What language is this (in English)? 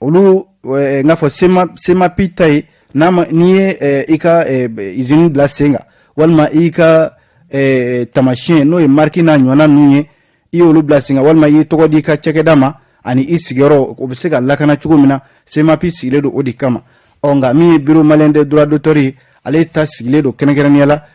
Bambara